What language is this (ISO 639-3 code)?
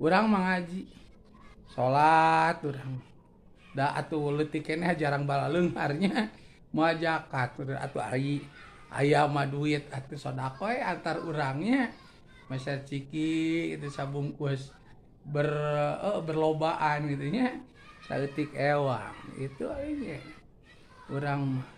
sun